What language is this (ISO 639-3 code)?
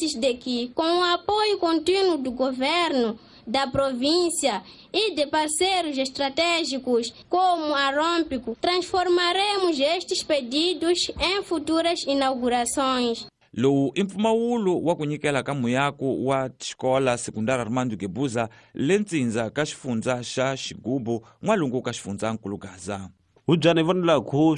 tso